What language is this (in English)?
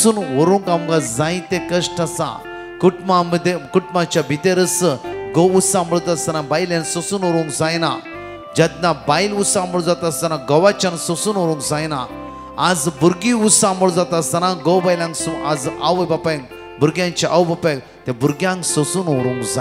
Konkani